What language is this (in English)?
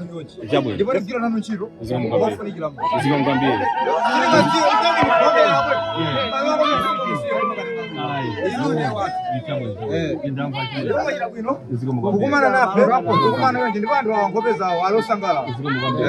Nyanja